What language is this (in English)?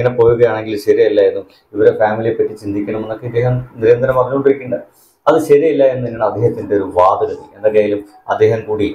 Malayalam